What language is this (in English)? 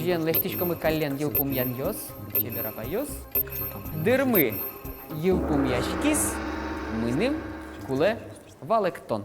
Udmurt